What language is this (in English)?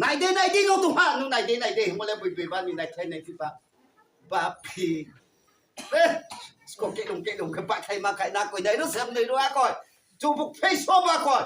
Riang (India)